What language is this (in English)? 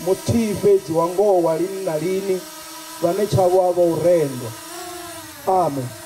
Venda